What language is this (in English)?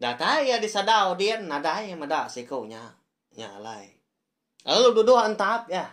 Iban